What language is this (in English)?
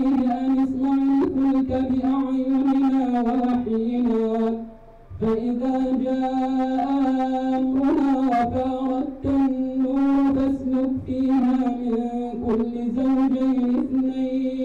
Arabic